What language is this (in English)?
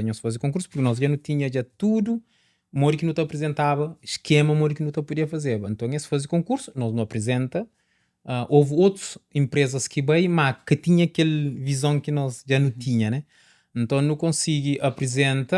Kabuverdianu